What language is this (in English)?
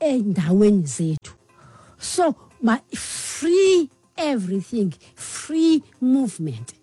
Xhosa